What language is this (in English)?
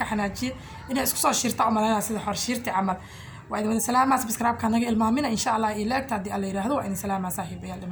Somali